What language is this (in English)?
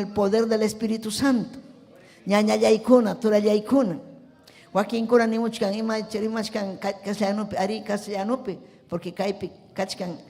Ayacucho Quechua